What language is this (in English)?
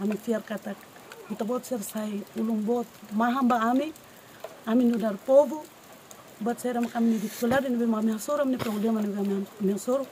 Tetum